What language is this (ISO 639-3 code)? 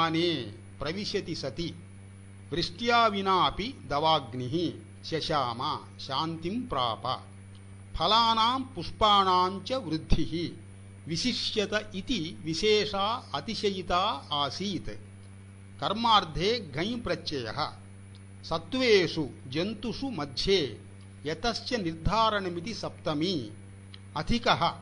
san